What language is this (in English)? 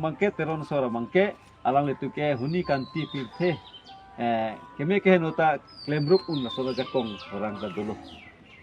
Karbi